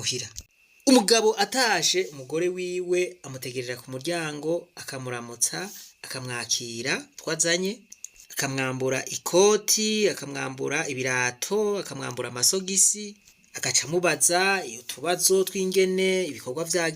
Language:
Rundi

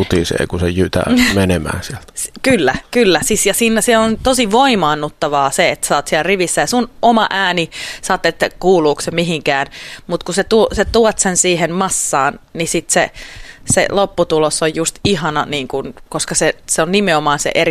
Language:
Finnish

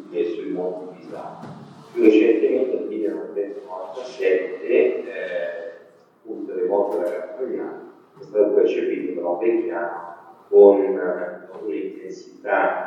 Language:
Italian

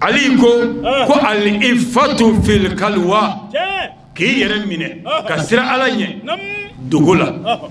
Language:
Bambara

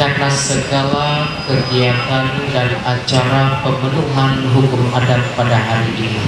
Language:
Ma'anyan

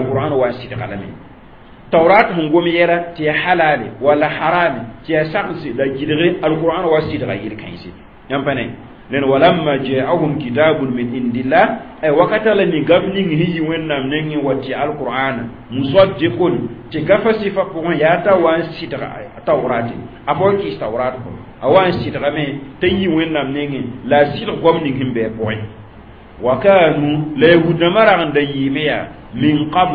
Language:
Mossi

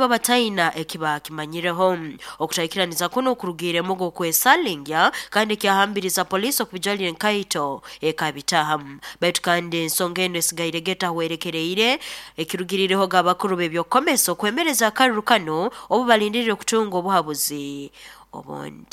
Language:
Nyoro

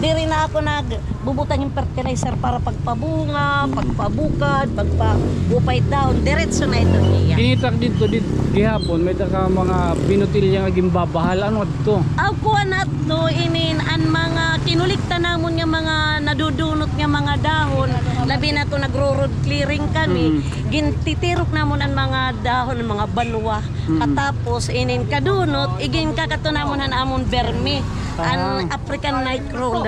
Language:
Waray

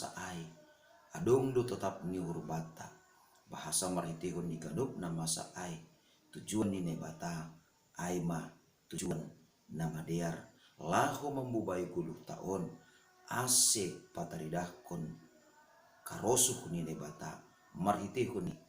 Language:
Batak Simalungun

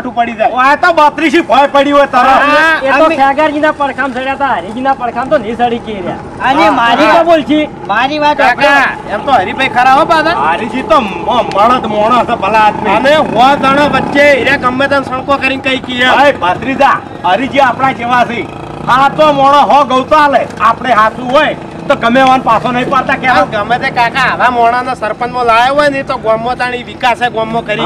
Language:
Gujarati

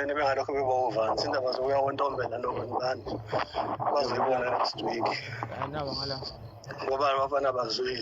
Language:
Zulu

